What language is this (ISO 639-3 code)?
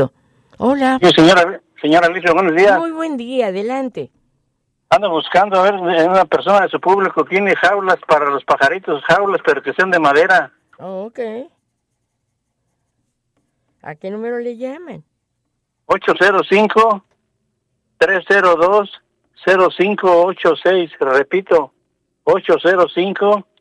spa